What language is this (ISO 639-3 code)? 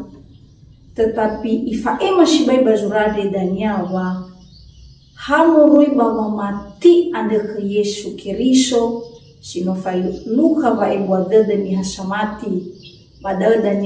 nia